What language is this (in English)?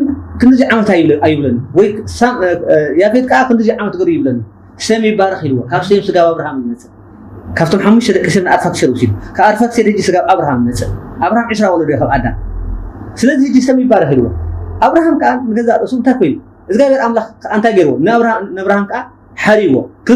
Tigrinya